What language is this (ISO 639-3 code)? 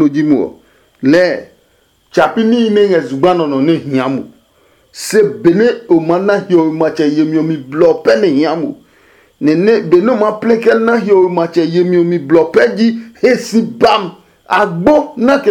ada